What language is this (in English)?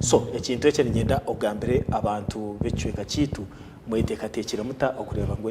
Nyankole